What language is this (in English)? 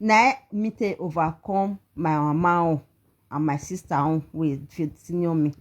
Nigerian Pidgin